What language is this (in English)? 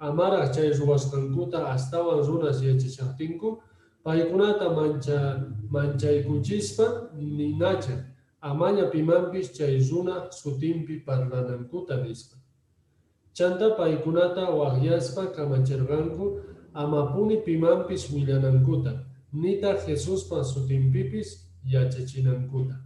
Quechua